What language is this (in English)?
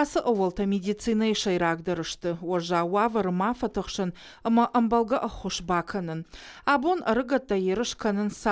Ossetic